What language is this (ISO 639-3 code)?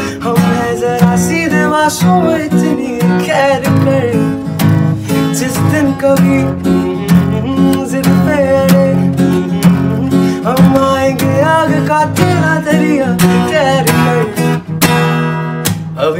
hin